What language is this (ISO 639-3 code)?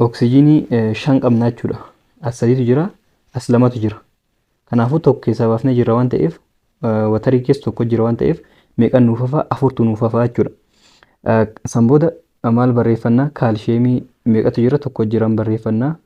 orm